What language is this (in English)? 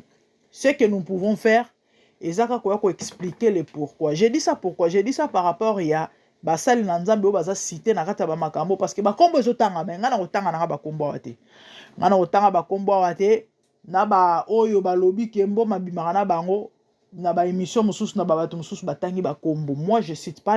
Lingala